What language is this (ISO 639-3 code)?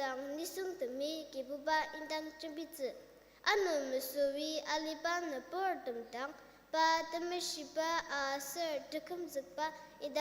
njo